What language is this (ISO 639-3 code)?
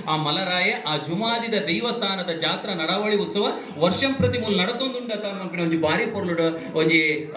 tcy